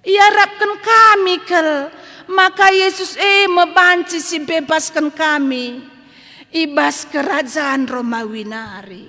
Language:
Batak Karo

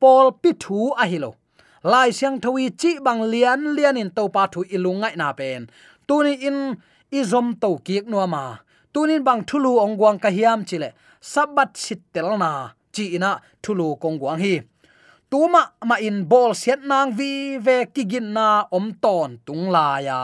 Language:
Tedim Chin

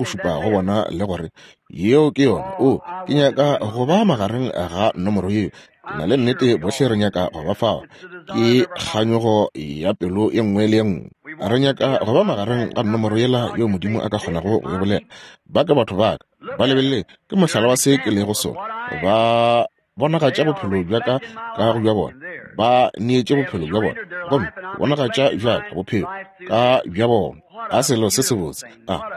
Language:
Northern Sotho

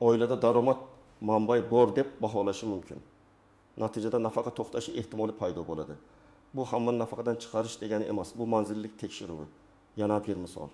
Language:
Uzbek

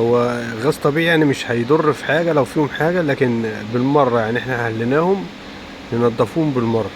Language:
Egyptian Arabic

